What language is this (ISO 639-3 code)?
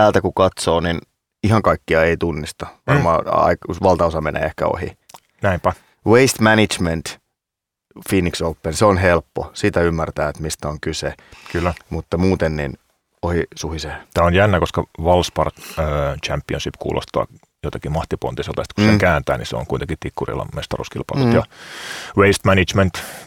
fin